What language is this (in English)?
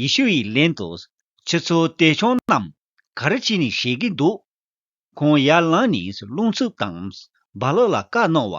Tibetan